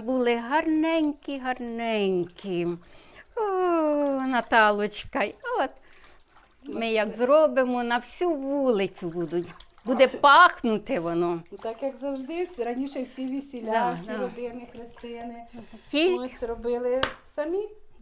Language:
Ukrainian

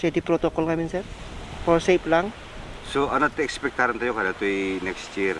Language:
Iloko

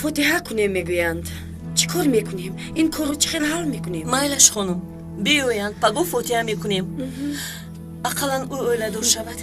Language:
Tajik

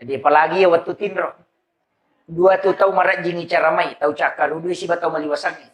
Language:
Buginese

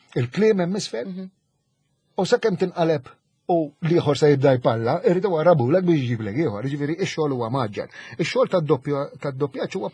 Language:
Maltese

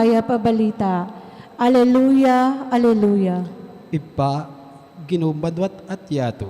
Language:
Pampanga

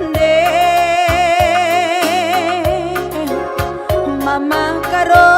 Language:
Batak Karo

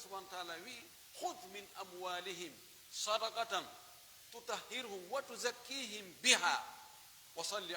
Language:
Pular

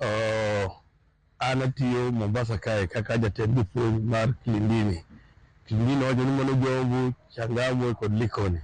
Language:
Luo (Kenya and Tanzania)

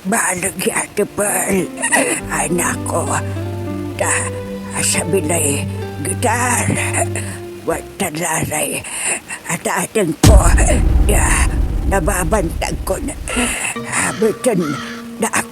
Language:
Pangasinan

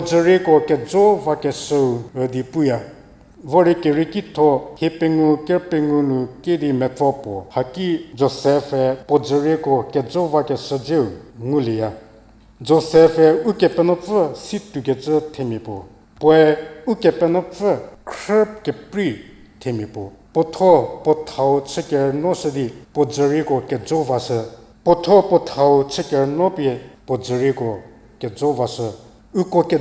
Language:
Angami Naga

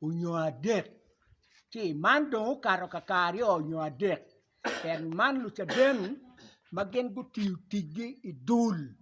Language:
Acoli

